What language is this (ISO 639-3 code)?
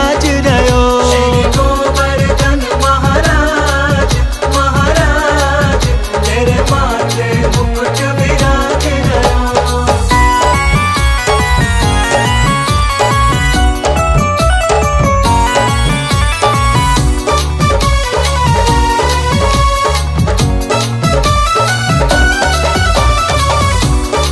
bra